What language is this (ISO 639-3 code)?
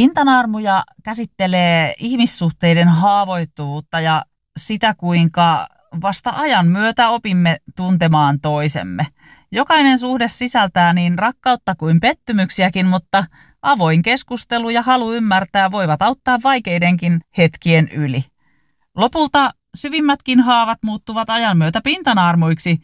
fin